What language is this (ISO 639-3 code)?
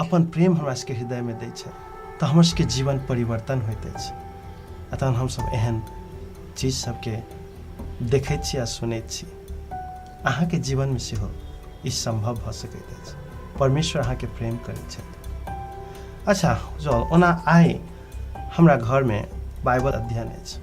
mai